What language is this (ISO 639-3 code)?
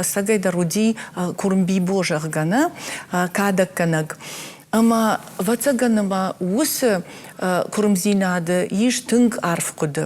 oss